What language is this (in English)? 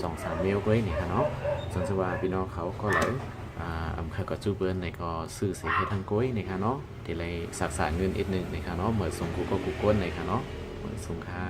Shan